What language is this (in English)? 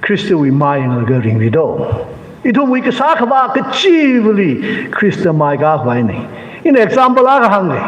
Tangkhul Naga (India)